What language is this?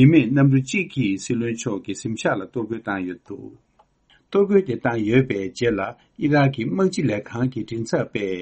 Tibetan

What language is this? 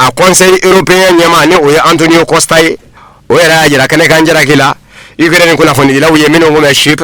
Bambara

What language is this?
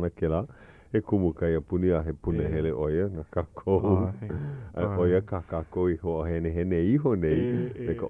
Hawaiian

